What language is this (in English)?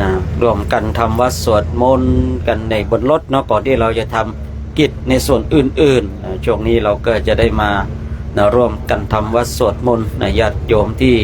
Pali